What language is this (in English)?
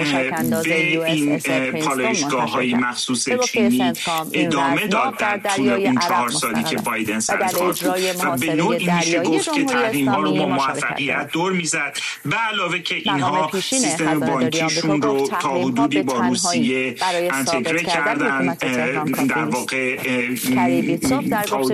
Persian